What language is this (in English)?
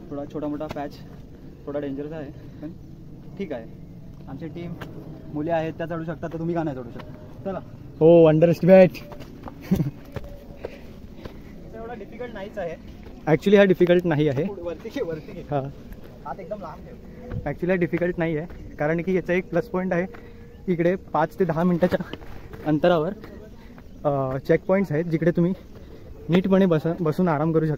Marathi